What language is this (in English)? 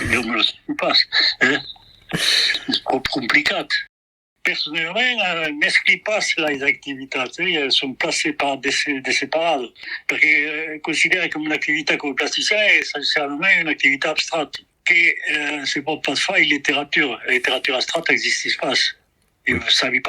Occitan